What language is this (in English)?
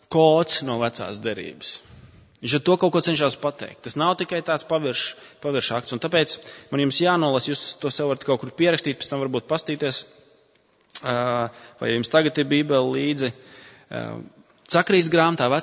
Latvian